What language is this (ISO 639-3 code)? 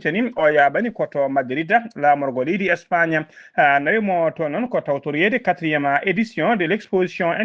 ful